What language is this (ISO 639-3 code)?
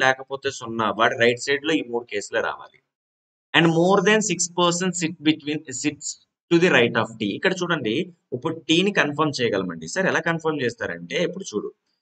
tel